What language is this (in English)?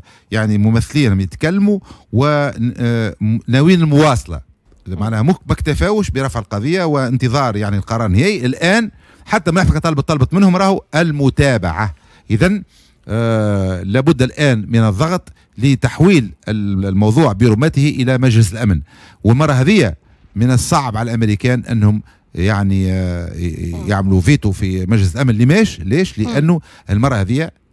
Tunisian Arabic